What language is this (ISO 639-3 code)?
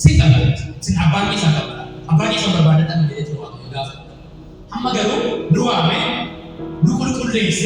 orm